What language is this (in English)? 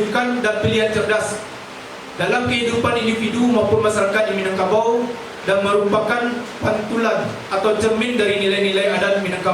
Minangkabau